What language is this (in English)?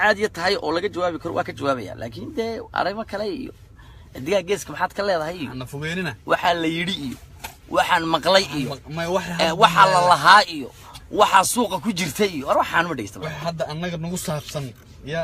Somali